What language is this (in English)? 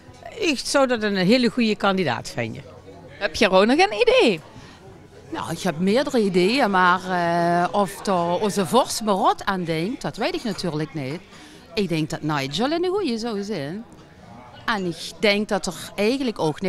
Limburgish